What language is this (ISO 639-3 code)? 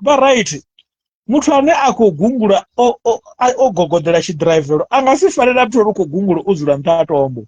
ven